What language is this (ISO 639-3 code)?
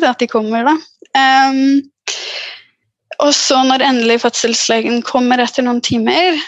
nor